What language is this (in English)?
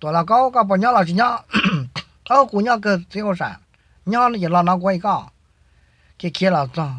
Hmong